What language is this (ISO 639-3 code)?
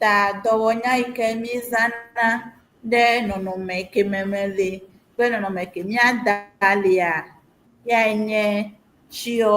ewe